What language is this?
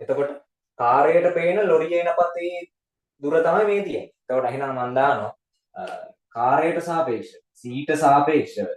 Sinhala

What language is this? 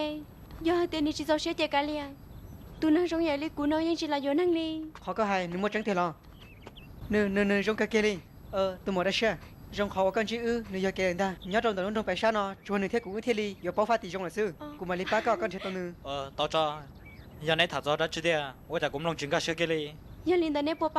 Hmong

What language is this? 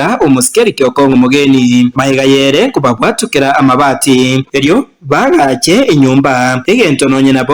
Gusii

